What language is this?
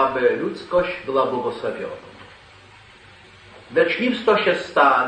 Polish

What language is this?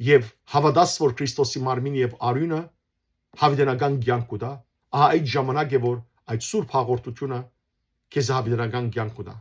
Western Armenian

